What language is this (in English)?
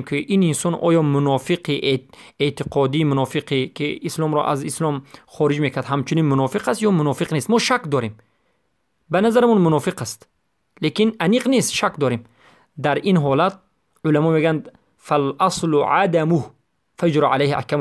Tajik